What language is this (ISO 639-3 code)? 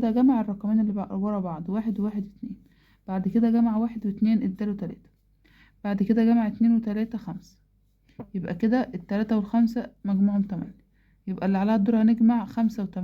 arz